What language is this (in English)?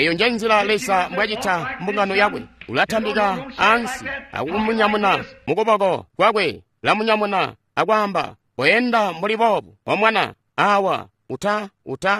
Tonga (Zambia)